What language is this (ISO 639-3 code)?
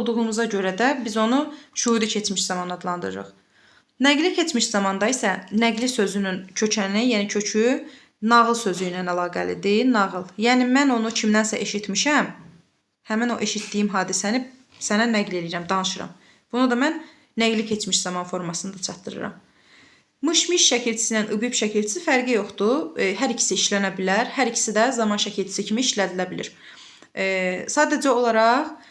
aze